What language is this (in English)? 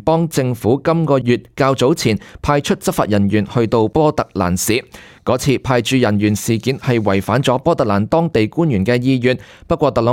Cantonese